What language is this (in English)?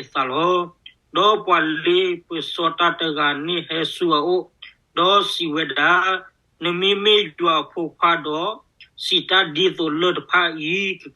S'gaw Karen